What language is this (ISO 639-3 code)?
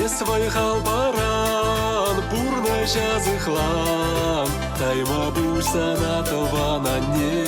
chv